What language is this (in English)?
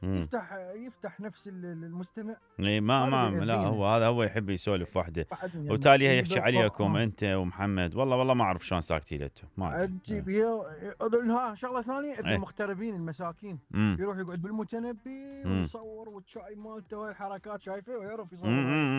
Mesopotamian Arabic